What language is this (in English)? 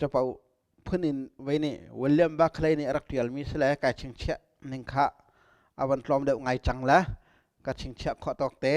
Hakha Chin